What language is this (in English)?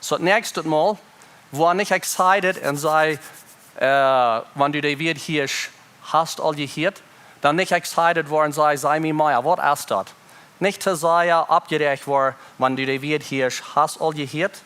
Plautdietsch